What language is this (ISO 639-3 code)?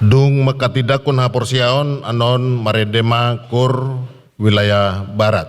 bbc